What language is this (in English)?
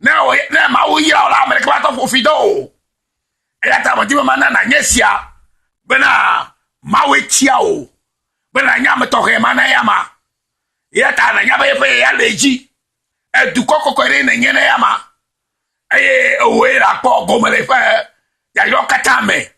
Ewe